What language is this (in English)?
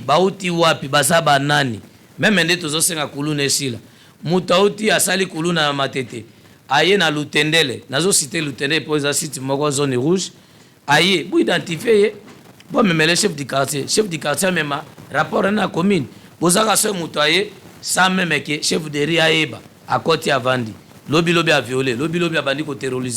Lingala